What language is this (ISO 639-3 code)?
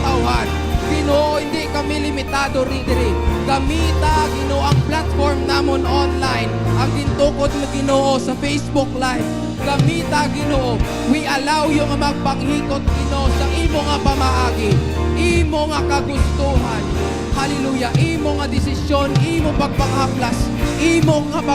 hil